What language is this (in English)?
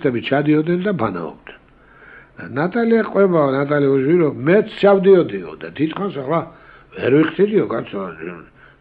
Georgian